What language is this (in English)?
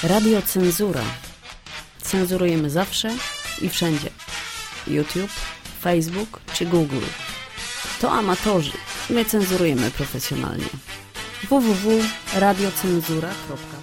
Polish